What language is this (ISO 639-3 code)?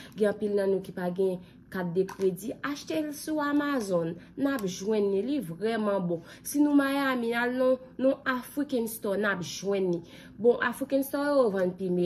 hat